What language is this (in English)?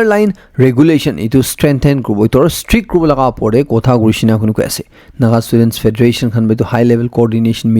Naga Pidgin